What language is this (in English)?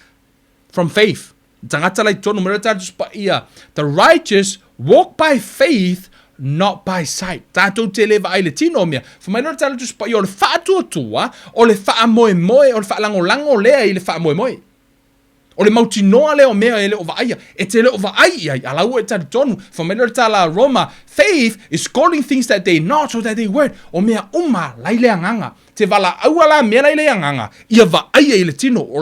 Samoan